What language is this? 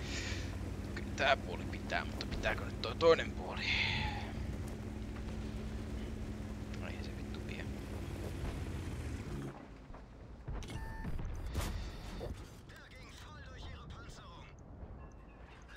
Finnish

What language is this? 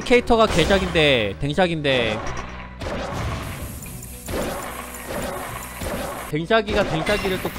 Korean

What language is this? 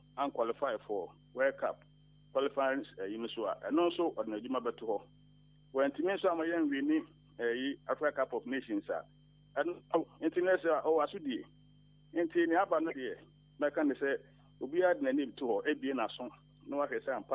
Akan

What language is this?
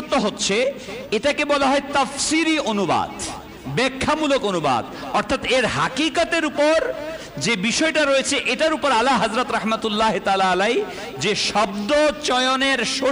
Bangla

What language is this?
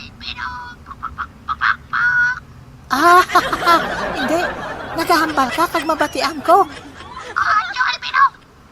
Hiligaynon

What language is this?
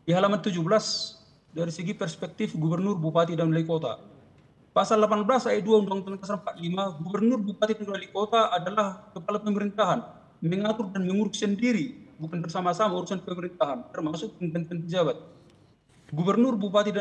Indonesian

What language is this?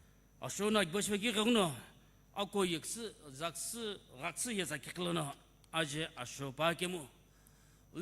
Sumi Naga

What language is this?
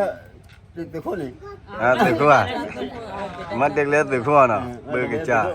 S'gaw Karen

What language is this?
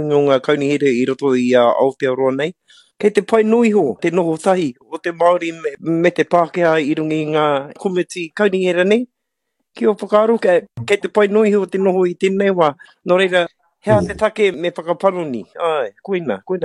Māori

